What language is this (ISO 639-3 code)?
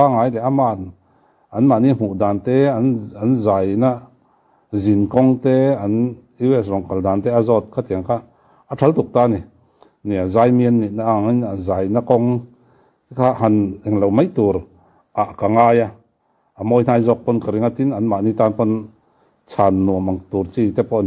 lus